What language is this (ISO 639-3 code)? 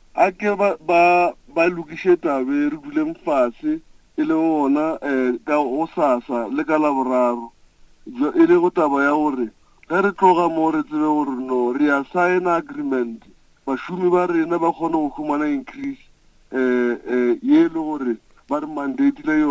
nso